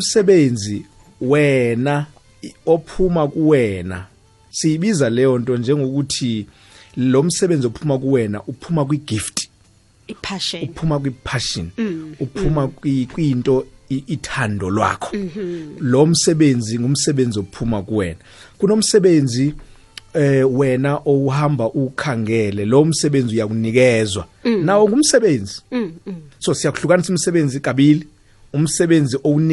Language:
South Ndebele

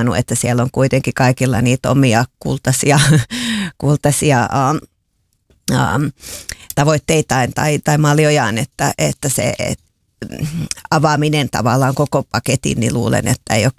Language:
Finnish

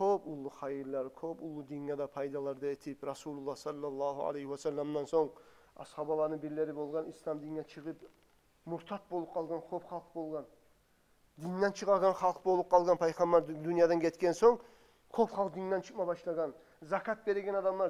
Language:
Kumyk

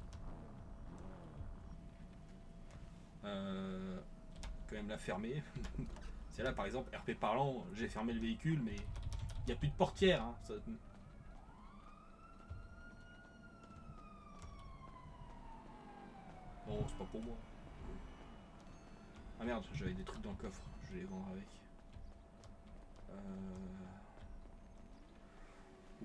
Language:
French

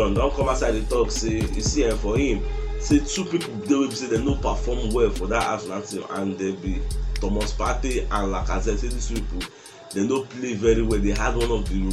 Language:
Nigerian Pidgin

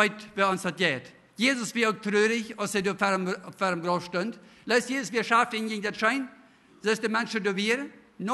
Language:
Plautdietsch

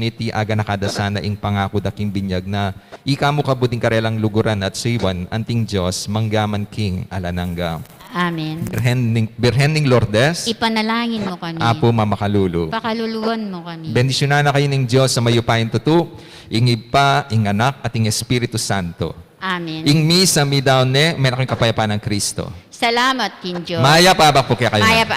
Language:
Pampanga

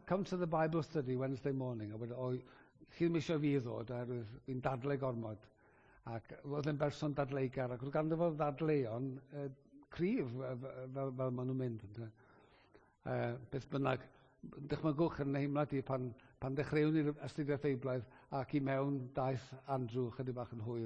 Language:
Welsh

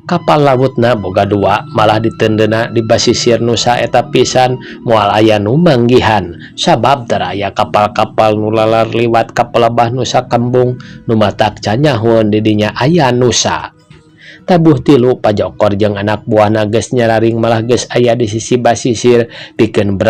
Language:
Sundanese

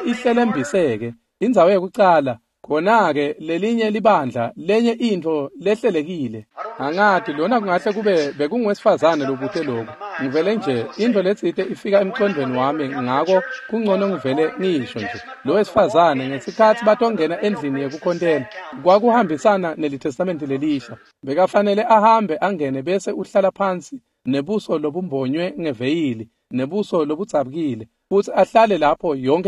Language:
Swati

